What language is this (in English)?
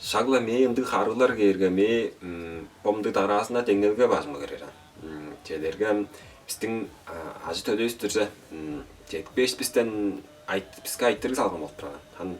Tuvinian